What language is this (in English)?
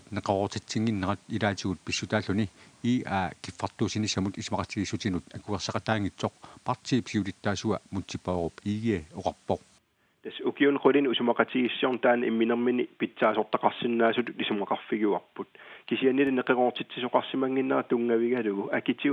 Kalaallisut